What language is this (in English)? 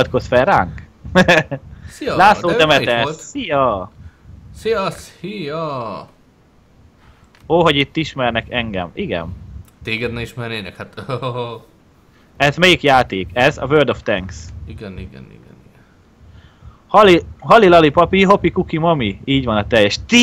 Hungarian